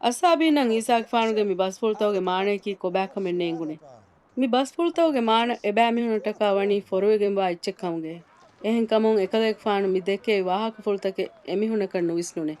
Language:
Divehi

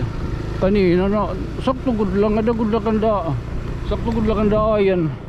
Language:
Waray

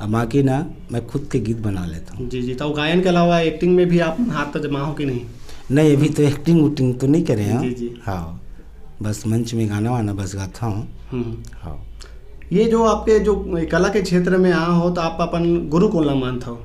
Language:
Chhattisgarhi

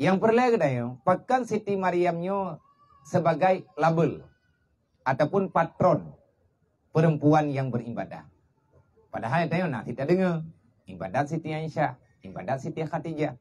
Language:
Achinese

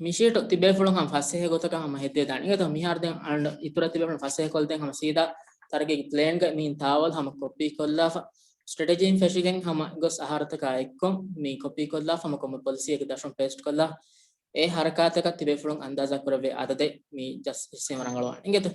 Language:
Divehi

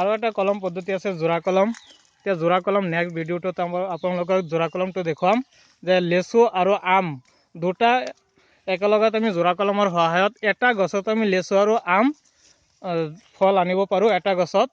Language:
Assamese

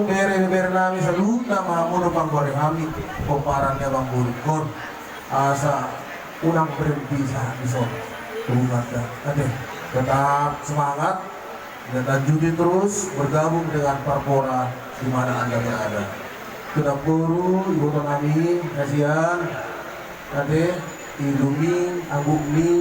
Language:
Batak Toba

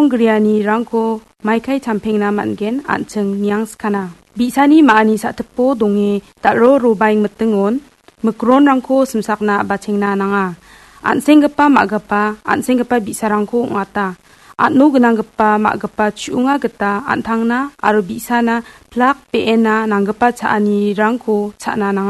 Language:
Garo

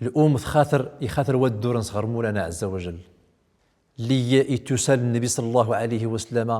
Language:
Central Atlas Tamazight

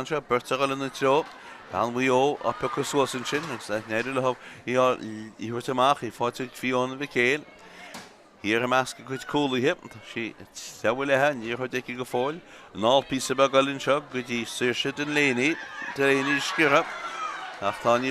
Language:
Irish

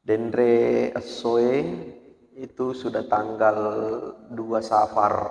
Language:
Buginese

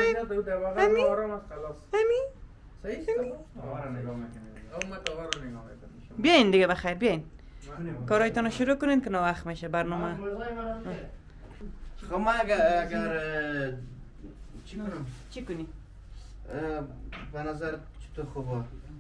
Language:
Persian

